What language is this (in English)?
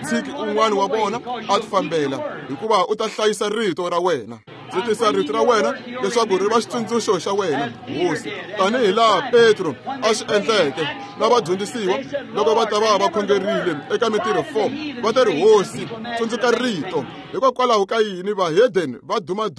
Tsonga